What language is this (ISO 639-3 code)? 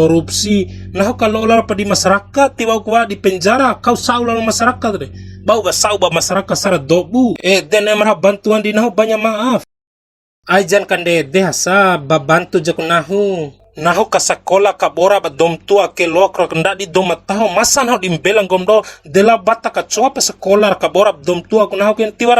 bhp